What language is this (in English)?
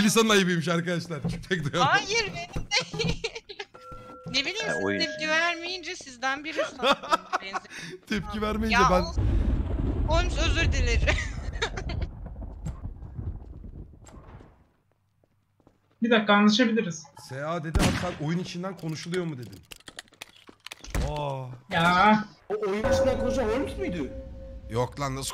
Turkish